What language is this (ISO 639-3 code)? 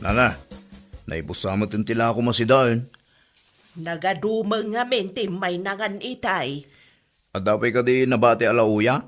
ilo